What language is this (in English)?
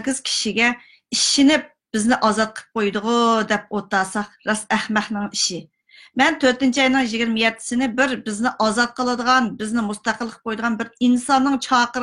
Uyghur